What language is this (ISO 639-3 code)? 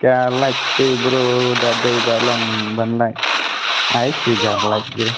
kha